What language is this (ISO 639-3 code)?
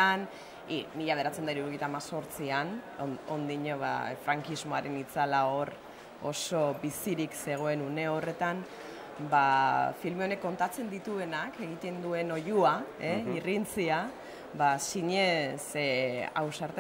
eus